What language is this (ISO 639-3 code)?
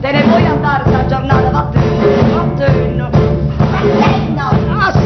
nap